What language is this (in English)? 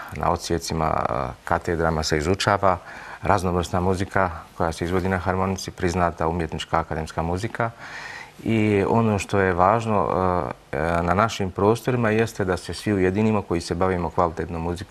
Serbian